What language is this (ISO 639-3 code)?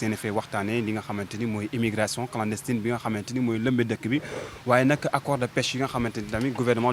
wol